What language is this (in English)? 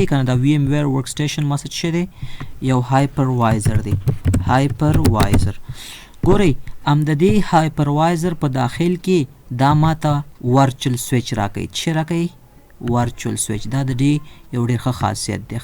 Pashto